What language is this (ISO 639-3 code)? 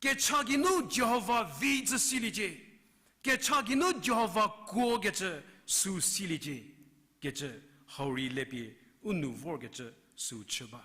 njm